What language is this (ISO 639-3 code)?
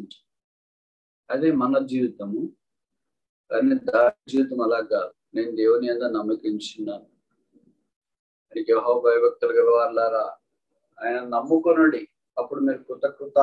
tel